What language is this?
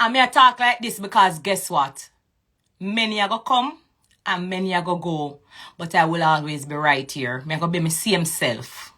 Jamaican Creole English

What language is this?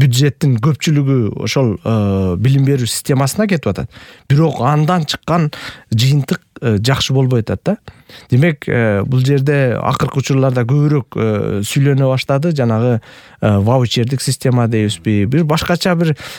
Kyrgyz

